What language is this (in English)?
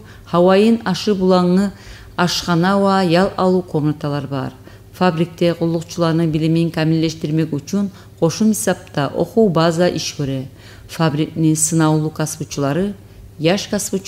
Kumyk